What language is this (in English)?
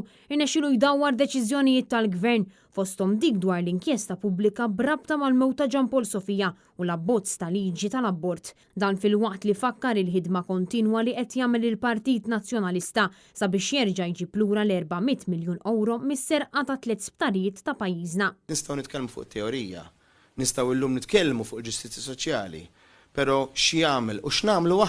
Maltese